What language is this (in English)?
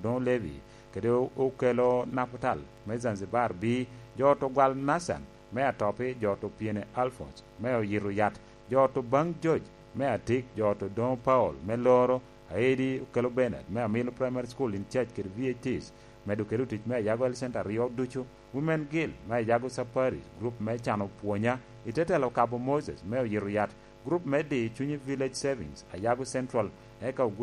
Lango (Uganda)